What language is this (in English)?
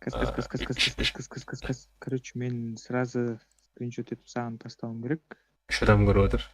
Kara-Kalpak